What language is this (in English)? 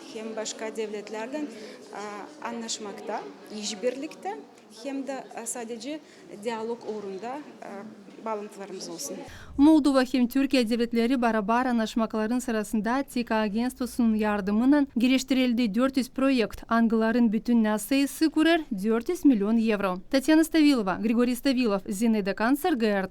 Gagauz